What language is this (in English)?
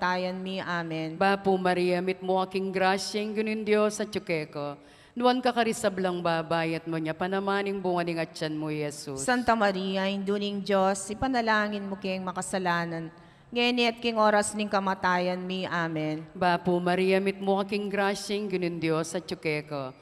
Pampanga